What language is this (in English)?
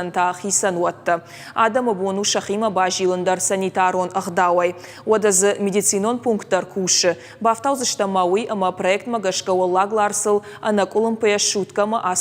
Ossetic